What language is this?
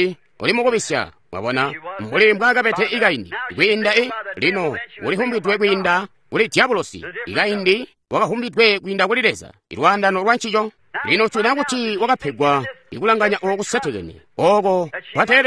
Tonga (Zambia)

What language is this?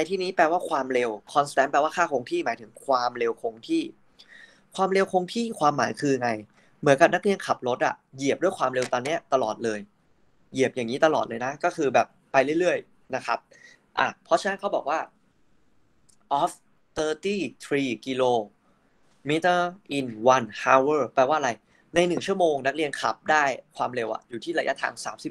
Thai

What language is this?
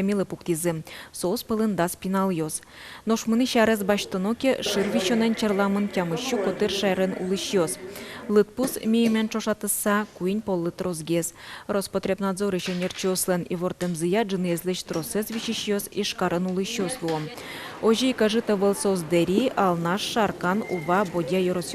Udmurt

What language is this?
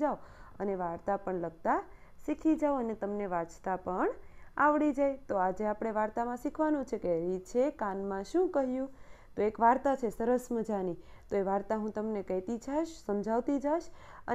Gujarati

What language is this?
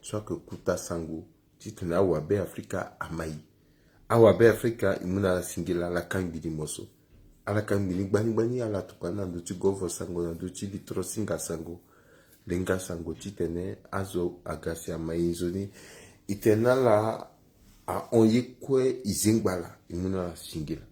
Sango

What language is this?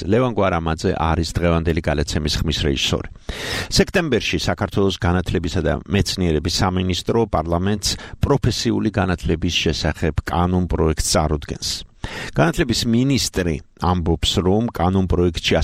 Georgian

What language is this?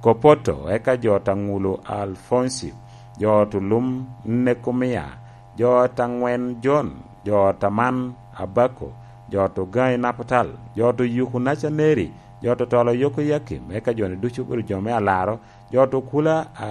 Lango (Uganda)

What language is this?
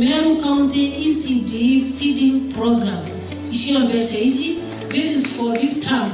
Meru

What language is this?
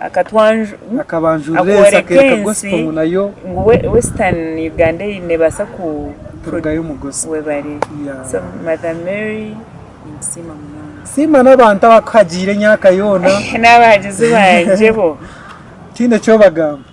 Nyankole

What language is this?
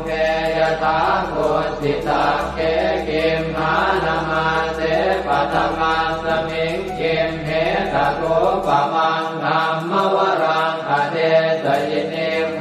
Pali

